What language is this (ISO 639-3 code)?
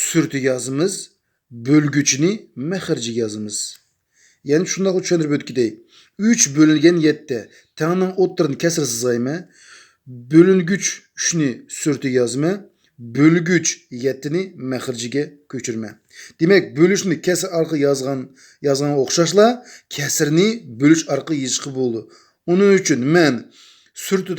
uig